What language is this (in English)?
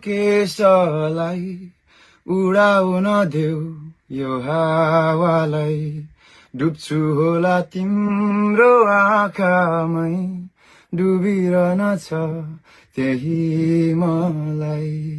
Nepali